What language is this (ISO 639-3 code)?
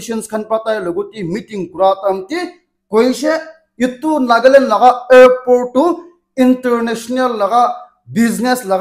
nag